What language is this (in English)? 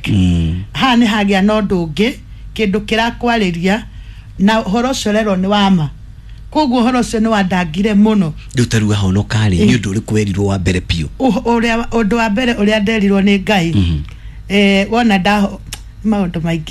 Kikuyu